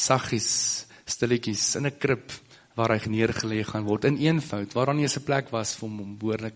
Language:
Afrikaans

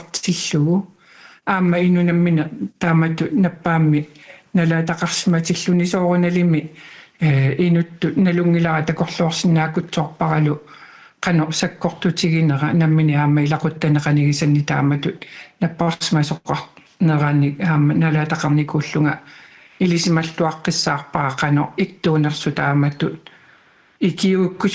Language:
Kalaallisut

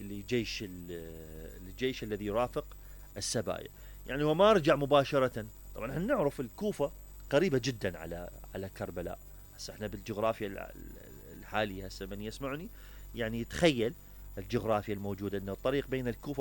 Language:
Mesopotamian Arabic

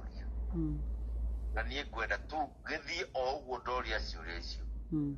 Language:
Kikuyu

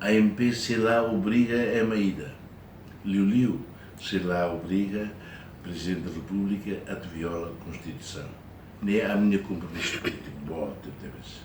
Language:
Tetum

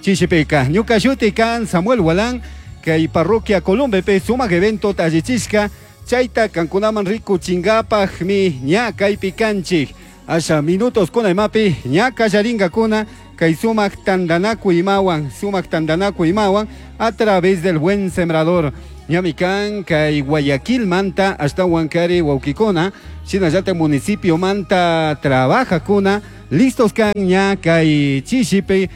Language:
Chimborazo Highland Quichua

